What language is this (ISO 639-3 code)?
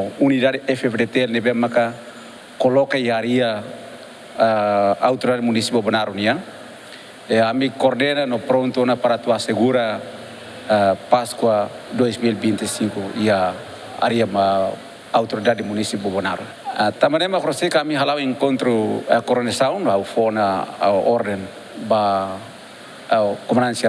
tet